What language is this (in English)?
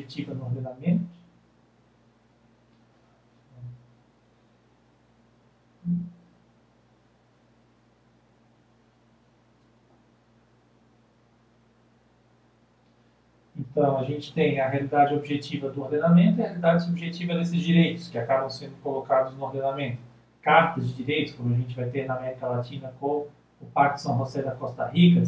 Portuguese